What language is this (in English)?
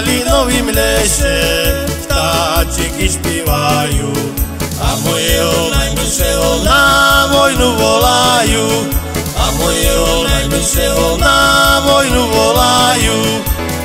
Slovak